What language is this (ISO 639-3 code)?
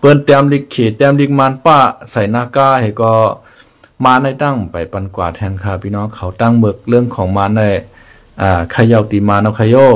shn